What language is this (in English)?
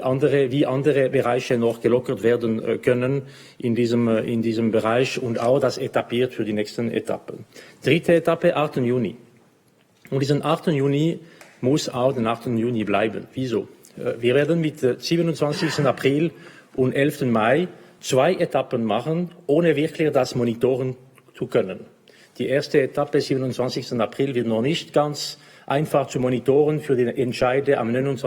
Swiss German